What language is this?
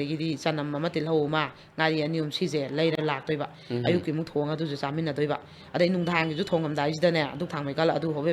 Manipuri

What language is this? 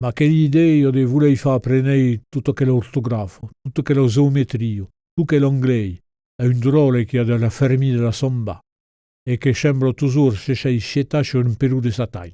Occitan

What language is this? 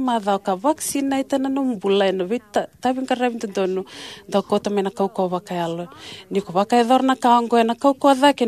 Fijian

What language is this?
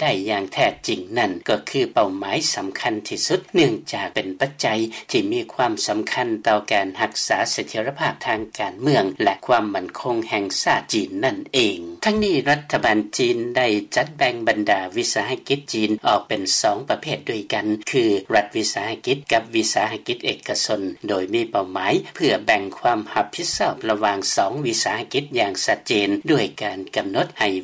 Lao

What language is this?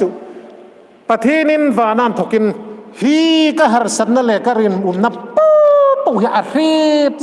Hmar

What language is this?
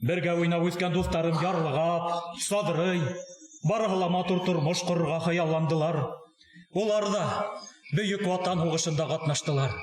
Bashkir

